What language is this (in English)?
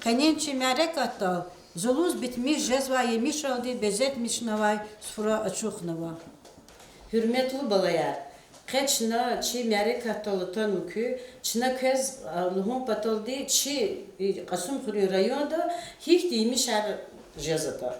Lezghian